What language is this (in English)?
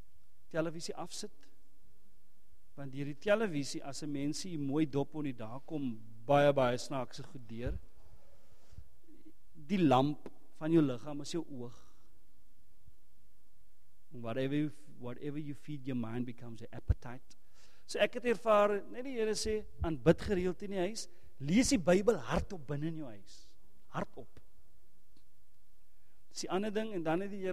Afrikaans